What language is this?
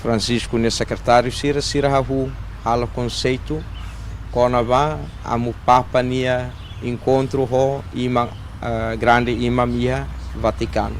Tetum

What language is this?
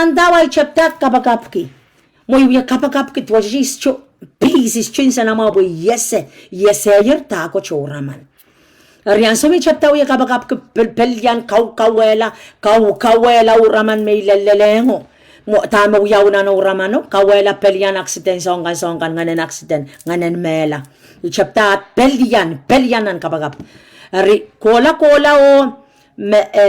Pohnpeian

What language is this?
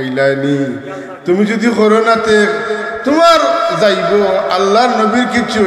Sylheti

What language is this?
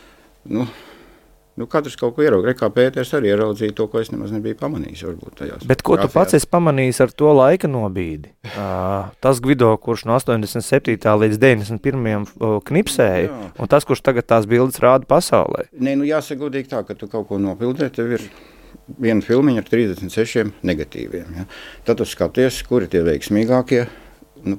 Latvian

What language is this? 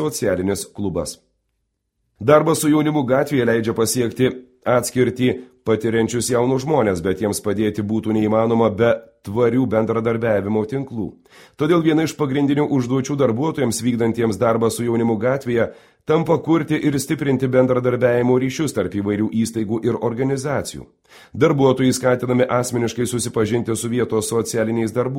Lithuanian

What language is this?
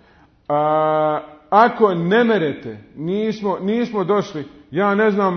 Bosnian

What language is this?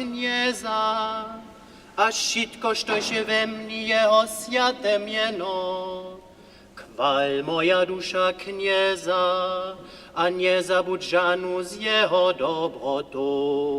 Upper Sorbian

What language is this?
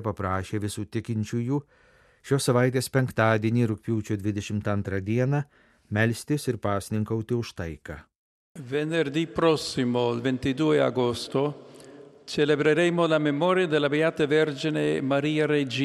Lithuanian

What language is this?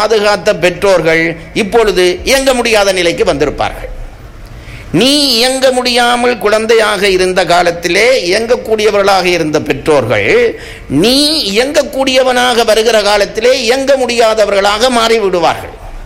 Tamil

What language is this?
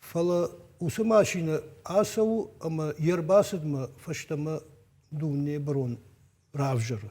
Ossetic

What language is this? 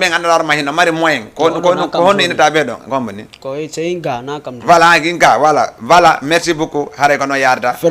Fula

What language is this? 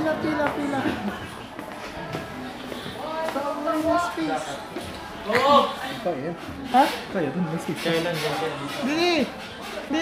Filipino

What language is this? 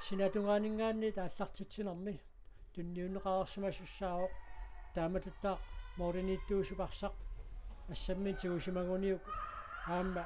Kalaallisut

